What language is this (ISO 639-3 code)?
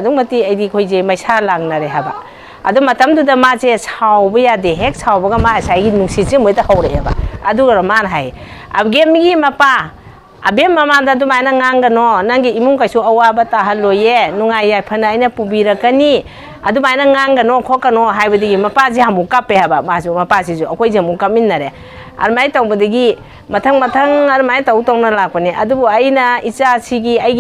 mni